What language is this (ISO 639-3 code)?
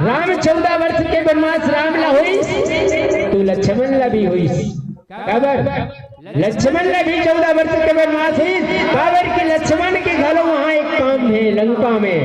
hne